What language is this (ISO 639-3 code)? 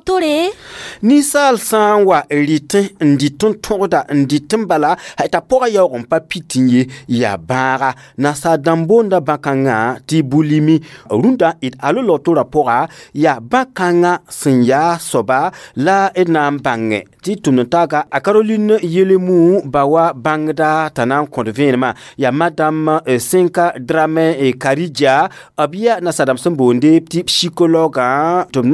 mos